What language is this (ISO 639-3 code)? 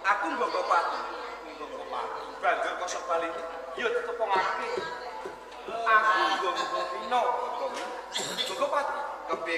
jav